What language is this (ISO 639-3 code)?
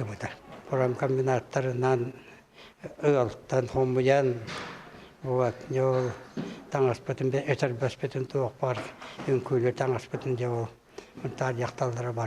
sah